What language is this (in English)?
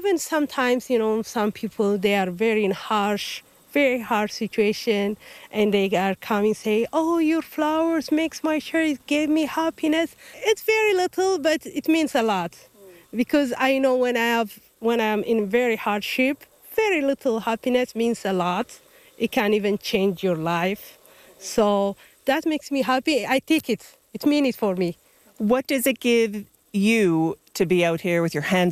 English